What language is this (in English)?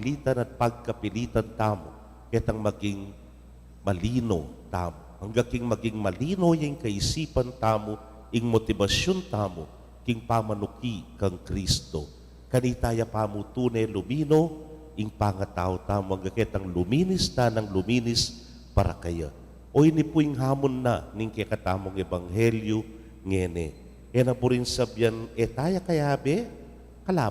Pampanga